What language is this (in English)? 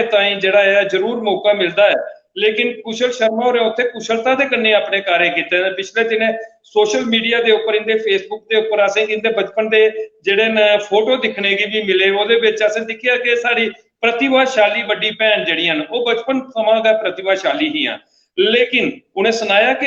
Dogri